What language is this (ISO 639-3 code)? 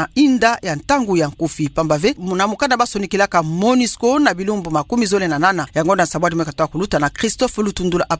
ktu